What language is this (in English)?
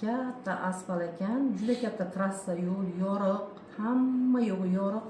Uzbek